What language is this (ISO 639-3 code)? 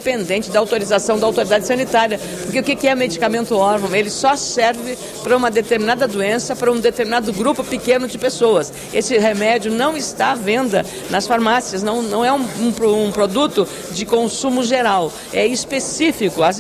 por